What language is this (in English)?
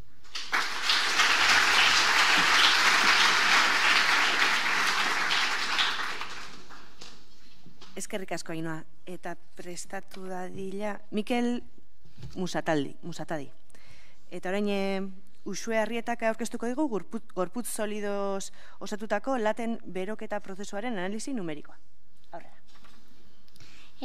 Basque